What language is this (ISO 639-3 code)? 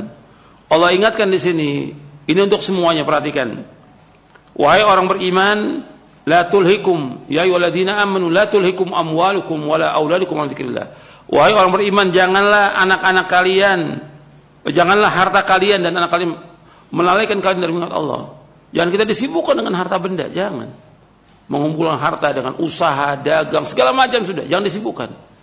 ind